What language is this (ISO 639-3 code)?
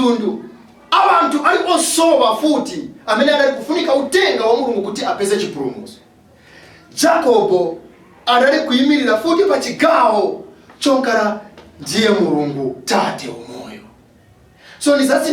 nya